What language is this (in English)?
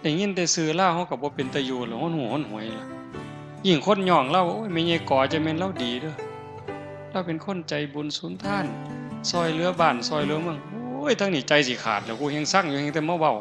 Northeastern Thai